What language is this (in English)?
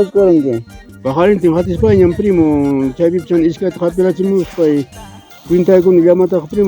Ayacucho Quechua